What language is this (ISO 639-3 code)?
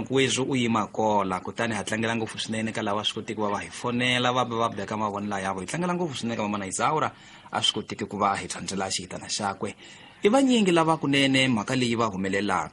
tso